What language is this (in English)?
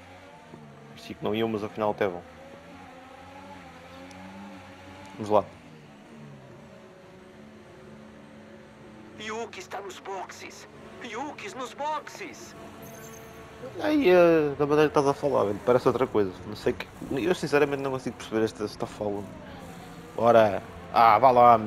Portuguese